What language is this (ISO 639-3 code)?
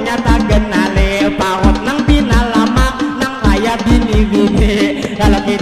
bjn